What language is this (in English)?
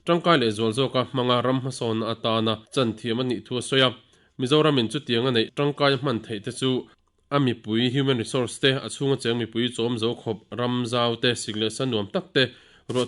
Mizo